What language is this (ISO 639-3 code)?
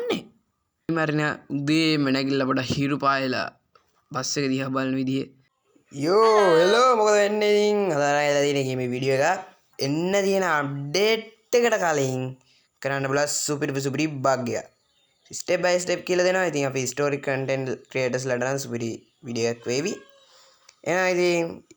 sin